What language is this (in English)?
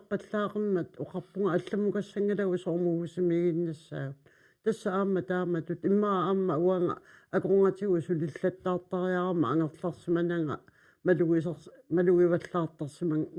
Kalaallisut